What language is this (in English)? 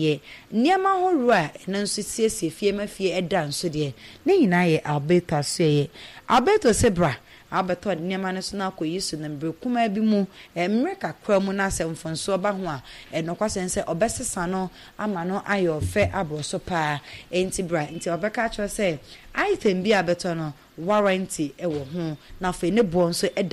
Akan